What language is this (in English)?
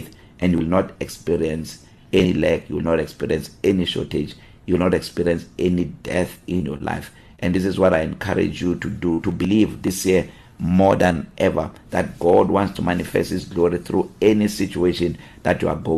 English